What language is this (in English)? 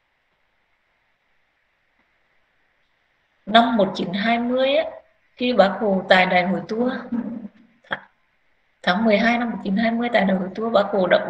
Vietnamese